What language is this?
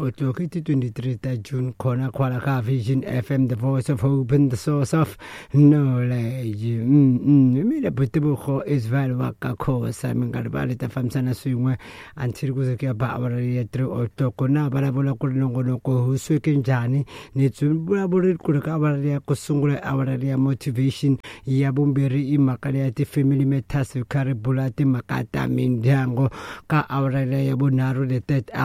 Tsonga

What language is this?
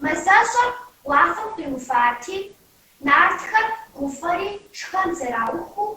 Kabardian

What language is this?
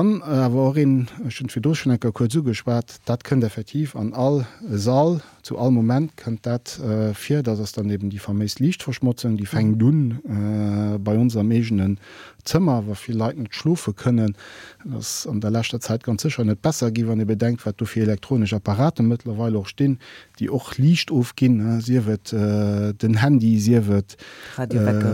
Luxembourgish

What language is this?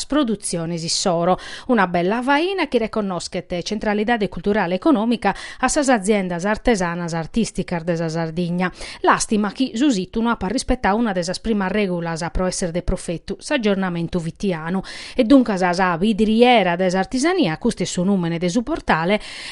Sardinian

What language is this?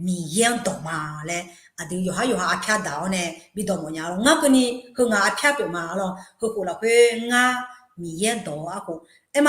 Akha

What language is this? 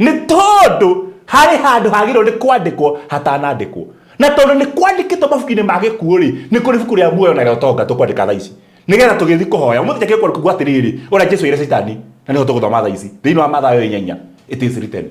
Kikuyu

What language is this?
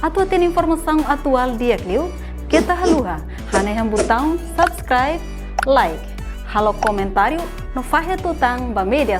Tetum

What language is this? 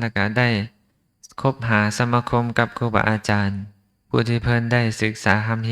Lao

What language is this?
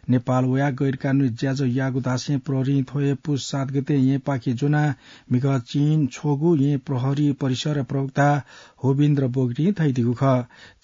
Newari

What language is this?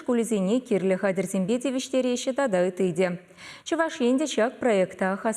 Chuvash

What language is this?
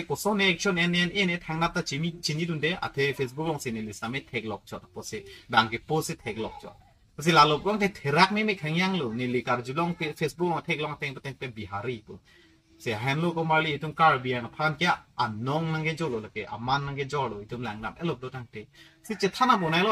Karbi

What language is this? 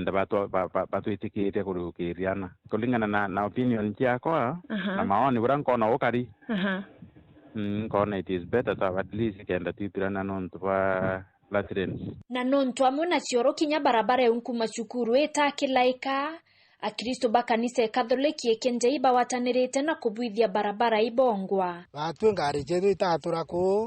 Meru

